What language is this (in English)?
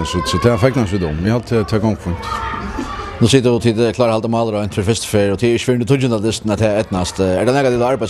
Faroese